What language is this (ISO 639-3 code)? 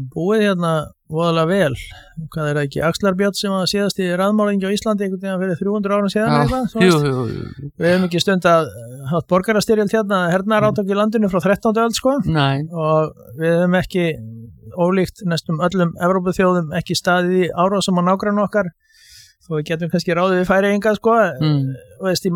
isl